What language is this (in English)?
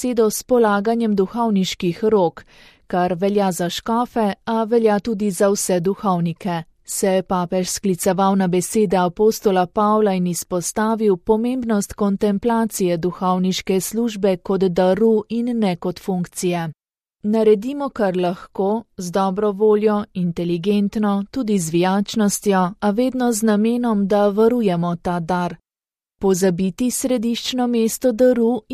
Slovenian